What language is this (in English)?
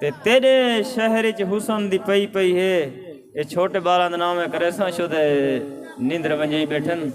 Saraiki